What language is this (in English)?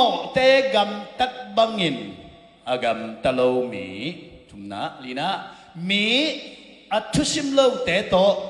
Tedim Chin